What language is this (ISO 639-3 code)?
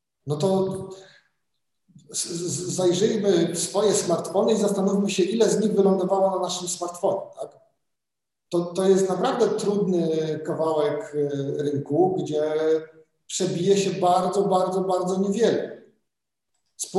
pol